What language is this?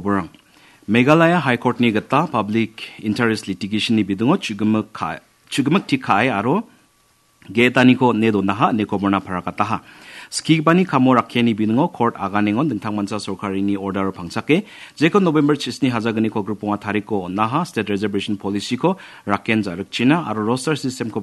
Garo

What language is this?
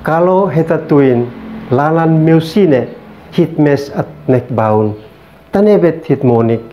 Uab Meto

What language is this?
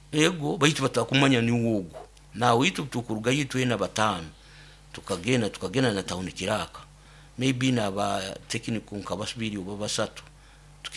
Nyoro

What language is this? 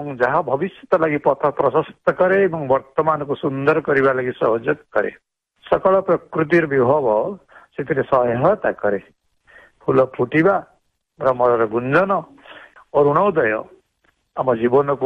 Odia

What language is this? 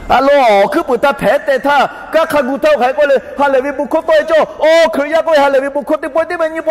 Lahu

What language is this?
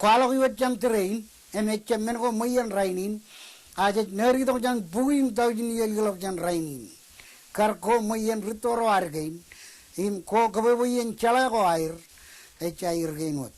Marshallese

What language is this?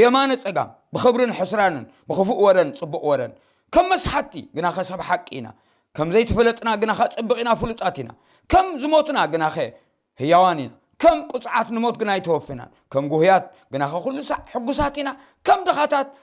Tigrinya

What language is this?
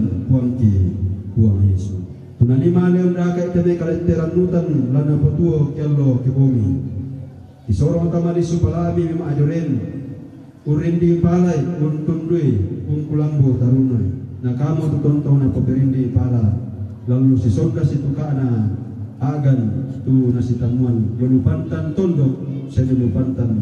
Toraja-Sa'dan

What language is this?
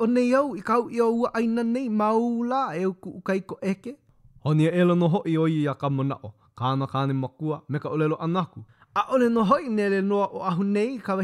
Hawaiian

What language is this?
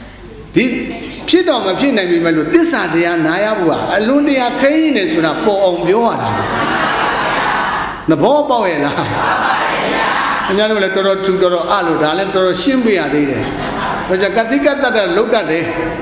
Burmese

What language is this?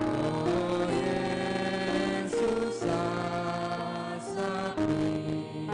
Batak Karo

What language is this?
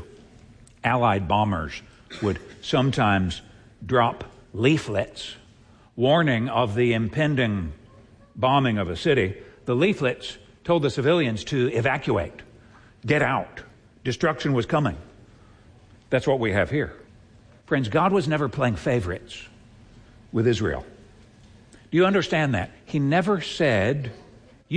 English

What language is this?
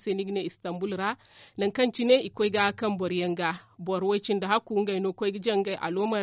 Zarma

